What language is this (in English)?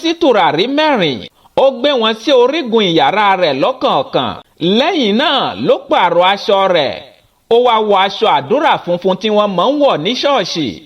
Yoruba